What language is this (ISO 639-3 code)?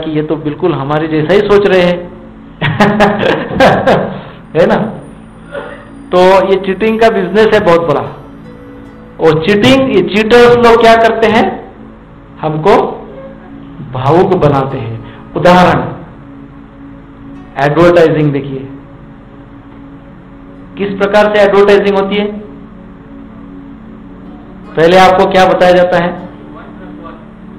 hin